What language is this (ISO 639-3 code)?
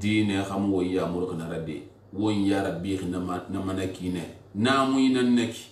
sus